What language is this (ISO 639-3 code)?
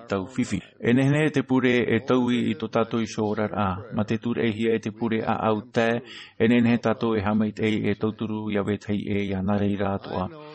tah